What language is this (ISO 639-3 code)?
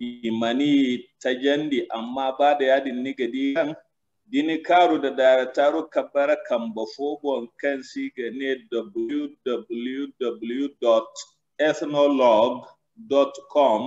dje